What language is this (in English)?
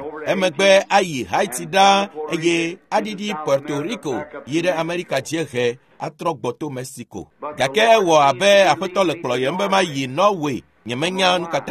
Ewe